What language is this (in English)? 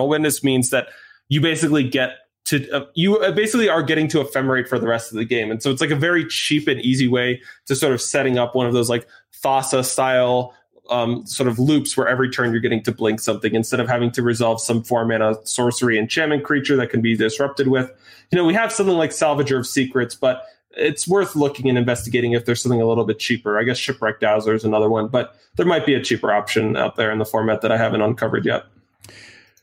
English